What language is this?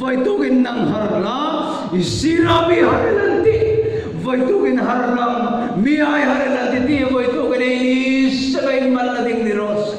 Hmar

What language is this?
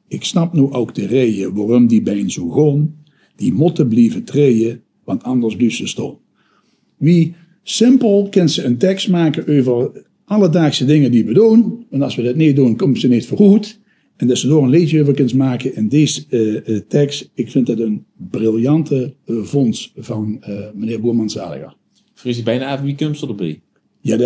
Limburgish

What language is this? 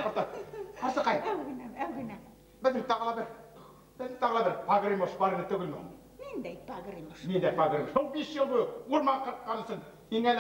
Bashkir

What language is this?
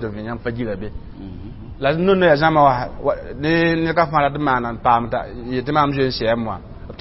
Mossi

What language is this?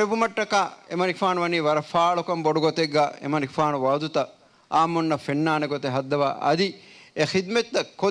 Divehi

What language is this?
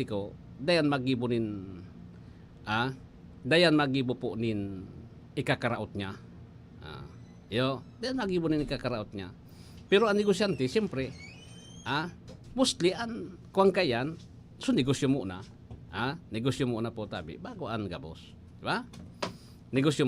Bikol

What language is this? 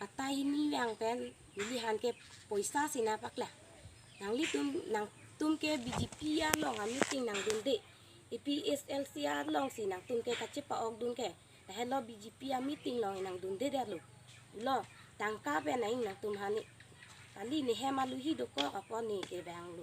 Karbi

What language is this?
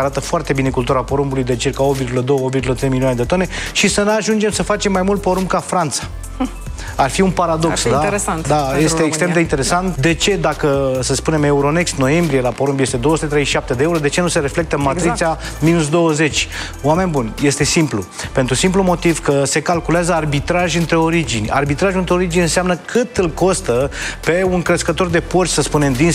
Romanian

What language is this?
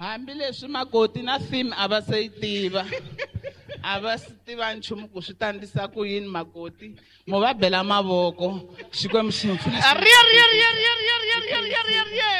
Tsonga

